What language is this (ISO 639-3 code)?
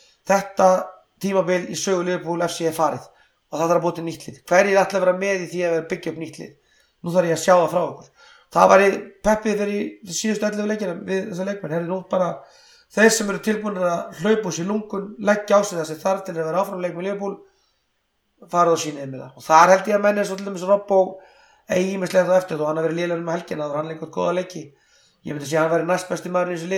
isl